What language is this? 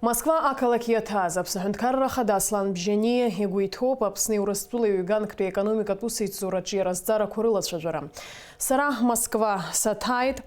Abkhazian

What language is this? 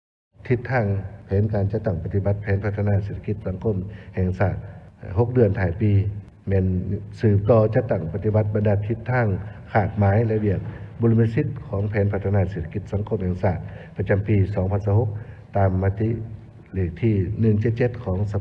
Lao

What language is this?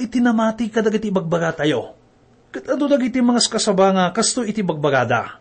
Iloko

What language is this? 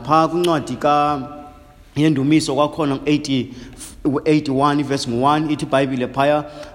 Xhosa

